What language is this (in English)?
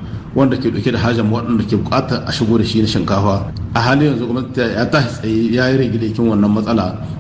Hausa